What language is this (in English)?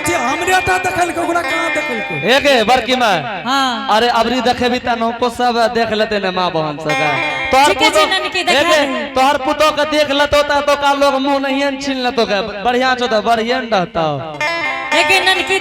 Angika